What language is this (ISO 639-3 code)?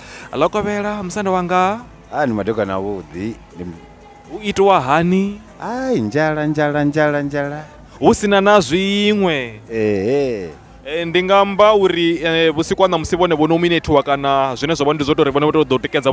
ven